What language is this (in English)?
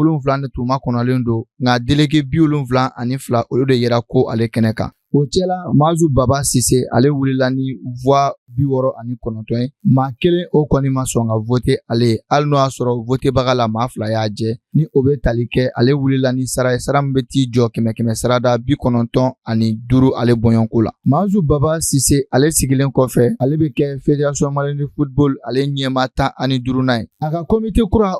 Bambara